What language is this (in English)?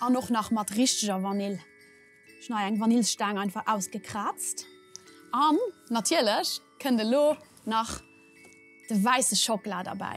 Luxembourgish